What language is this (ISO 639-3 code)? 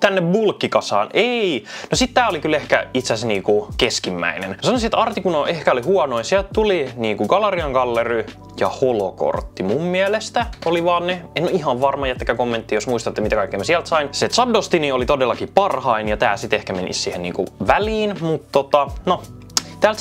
fin